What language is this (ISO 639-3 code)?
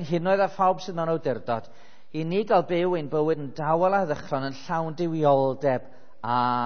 cym